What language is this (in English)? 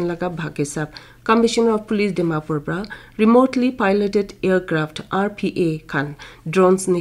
Naga Pidgin